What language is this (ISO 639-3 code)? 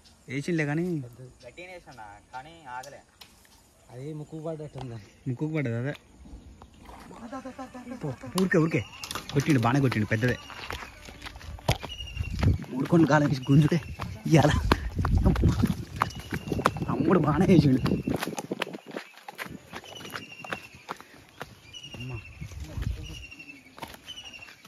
tel